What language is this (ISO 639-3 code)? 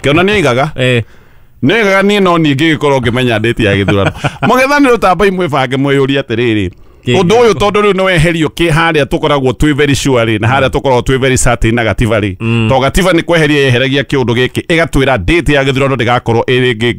kik